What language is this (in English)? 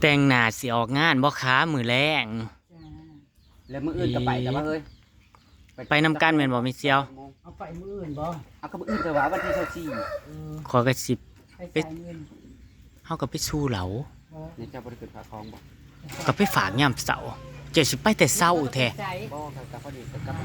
Northeastern Thai